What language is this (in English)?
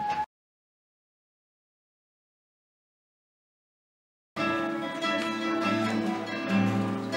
Polish